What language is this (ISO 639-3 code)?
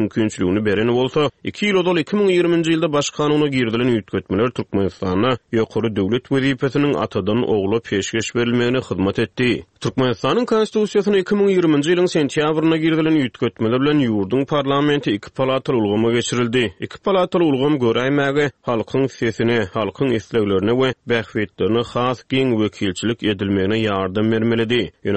tuk